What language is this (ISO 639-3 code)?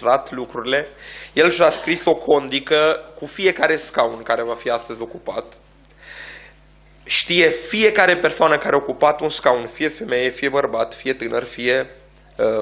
ron